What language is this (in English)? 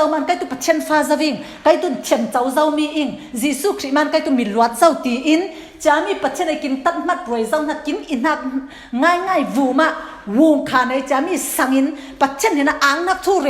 Falam Chin